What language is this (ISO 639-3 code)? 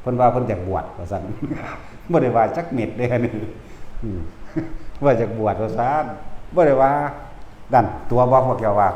tts